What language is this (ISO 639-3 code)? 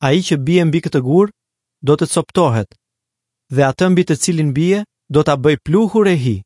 sqi